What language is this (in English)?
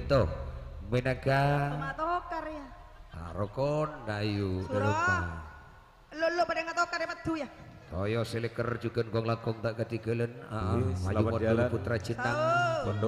Madurese